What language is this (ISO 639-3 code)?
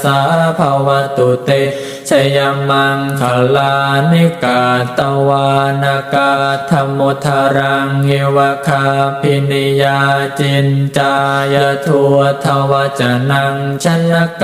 pli